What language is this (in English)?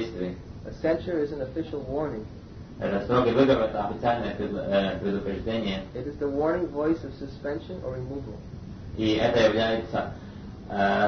Russian